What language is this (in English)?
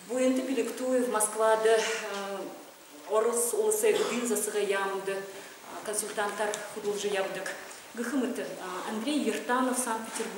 Buriat